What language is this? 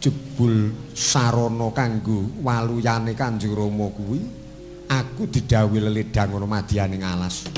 Javanese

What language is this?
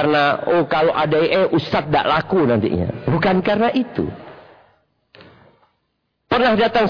Indonesian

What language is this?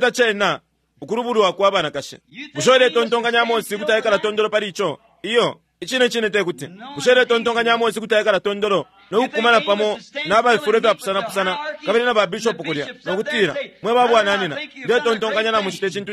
Bemba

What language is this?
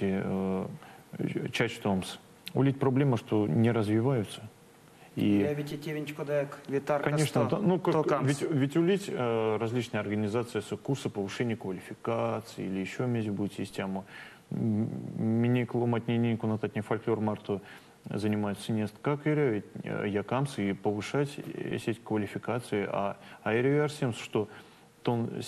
Erzya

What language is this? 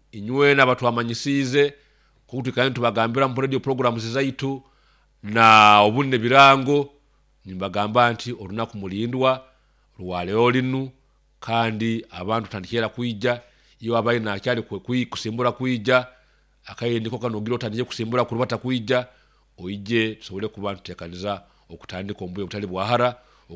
Nyoro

